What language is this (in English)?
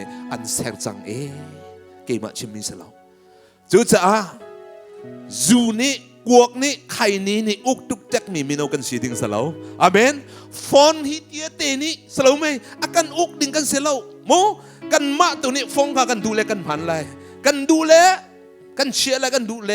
Hakha Chin